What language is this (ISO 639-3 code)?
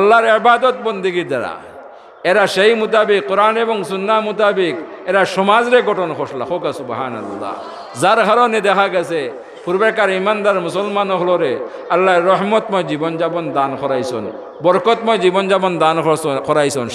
syl